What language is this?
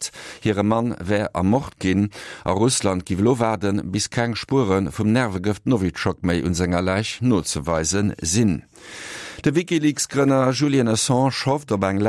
Luxembourgish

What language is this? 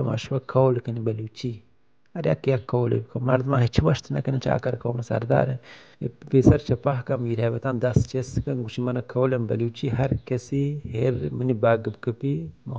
Baluchi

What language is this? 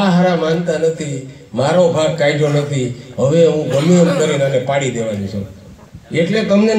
Gujarati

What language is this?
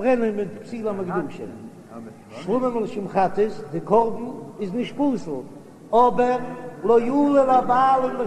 Yiddish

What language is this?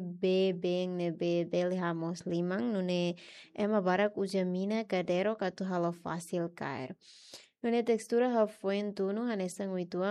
Tetum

